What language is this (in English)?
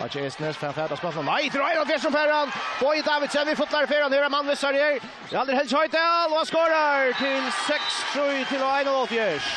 Faroese